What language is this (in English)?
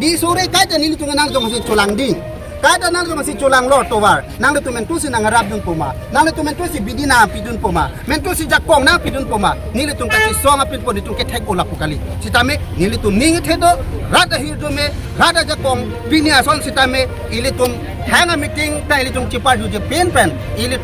Karbi